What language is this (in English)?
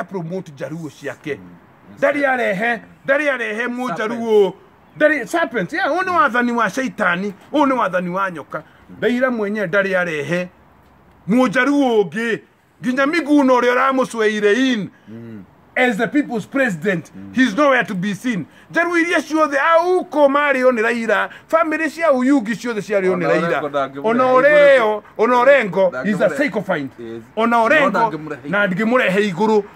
Kikuyu